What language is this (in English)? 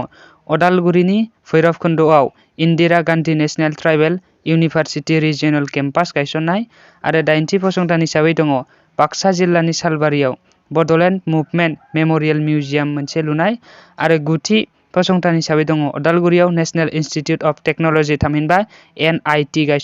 Bodo